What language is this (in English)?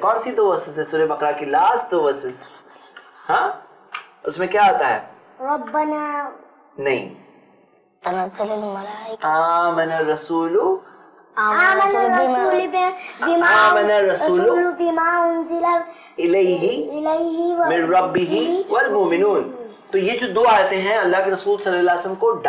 Urdu